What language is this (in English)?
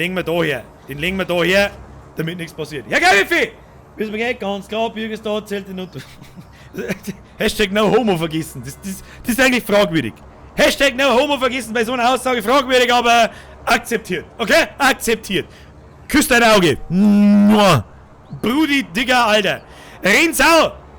Bavarian